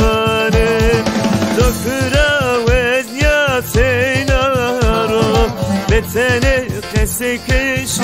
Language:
Zaza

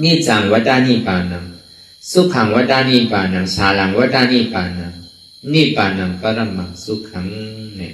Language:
Shan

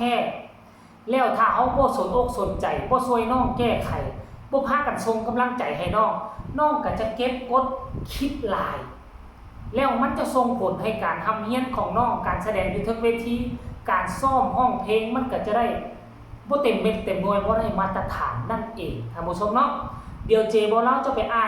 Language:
Northeastern Thai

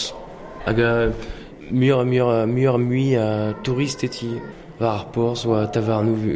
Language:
Breton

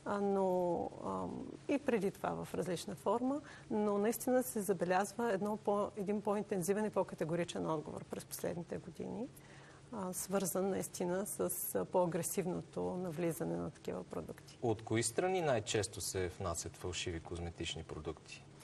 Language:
Bulgarian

